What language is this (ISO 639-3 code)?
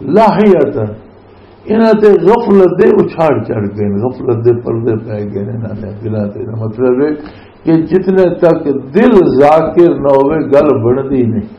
lah